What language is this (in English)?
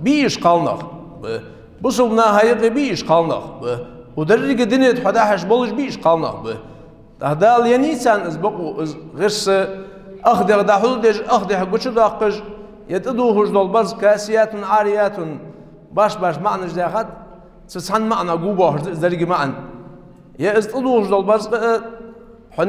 Ingush